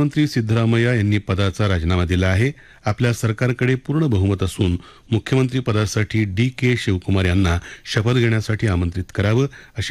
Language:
Marathi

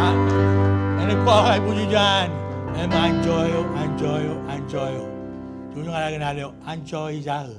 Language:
Marshallese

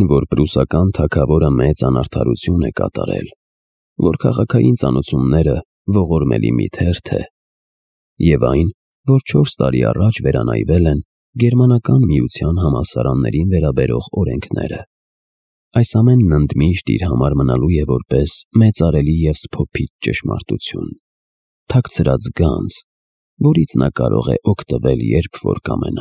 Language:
Armenian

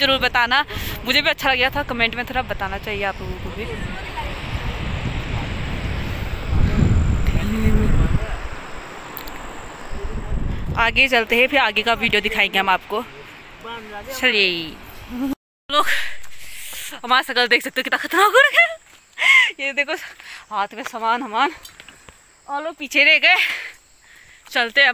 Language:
Hindi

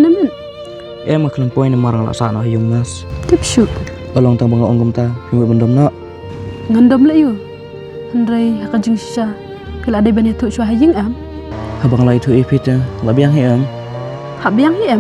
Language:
Khasi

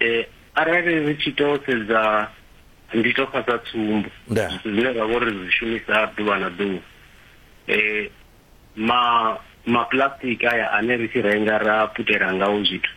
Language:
Venda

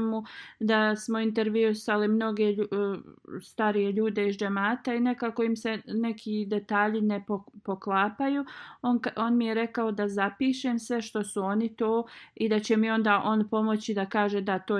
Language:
Bosnian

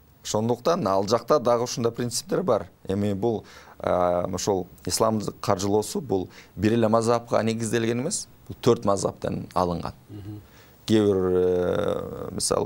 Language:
Kyrgyz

